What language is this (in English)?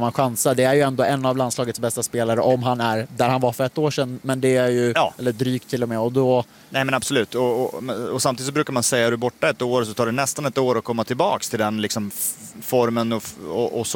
Swedish